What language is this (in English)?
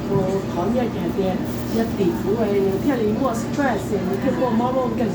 Hmong